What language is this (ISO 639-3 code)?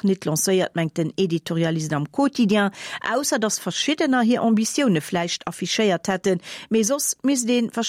ltz